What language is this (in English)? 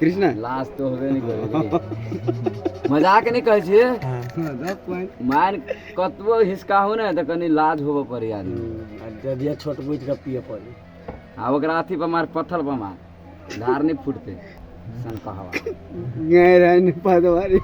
Maithili